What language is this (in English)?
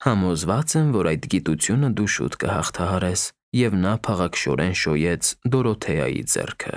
Armenian